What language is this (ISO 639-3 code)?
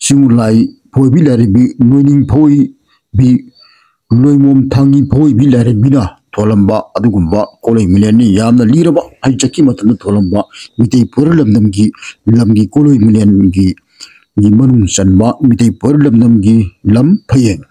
mni